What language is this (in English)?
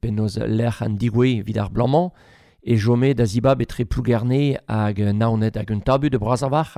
Breton